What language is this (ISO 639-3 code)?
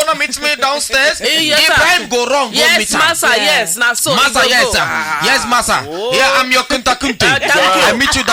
pcm